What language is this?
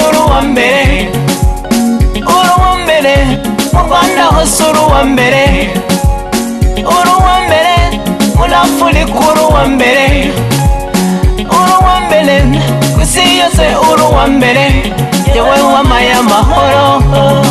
Kinyarwanda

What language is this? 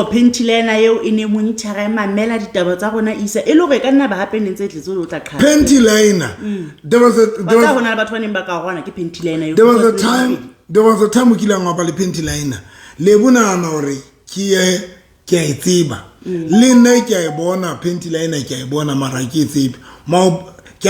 Southern Sotho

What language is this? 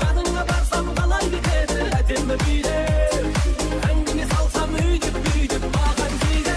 Kara-Kalpak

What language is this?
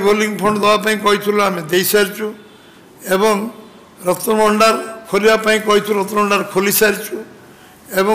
Odia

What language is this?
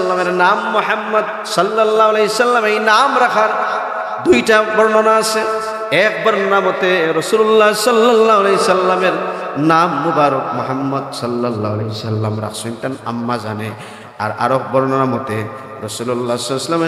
Sylheti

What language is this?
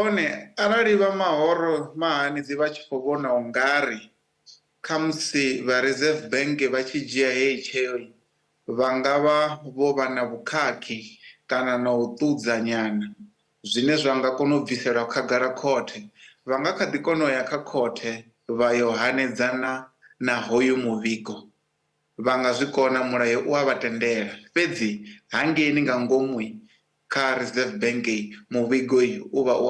Venda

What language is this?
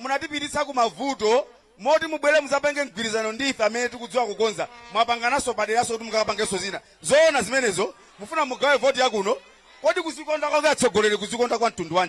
Nyanja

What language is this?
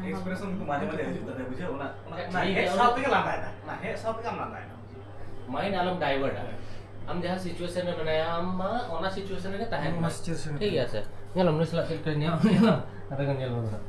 Santali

